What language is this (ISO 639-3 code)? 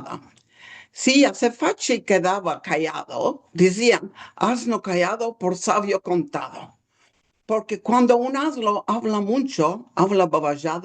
lad